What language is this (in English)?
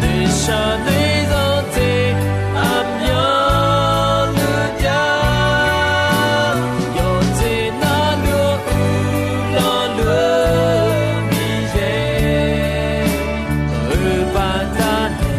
Akha